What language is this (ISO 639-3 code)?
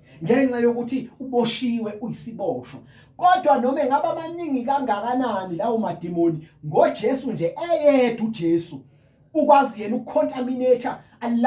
zul